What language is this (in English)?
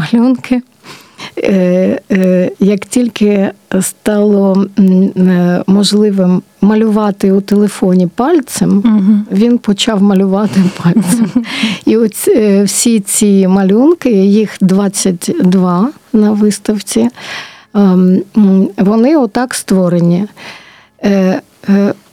Ukrainian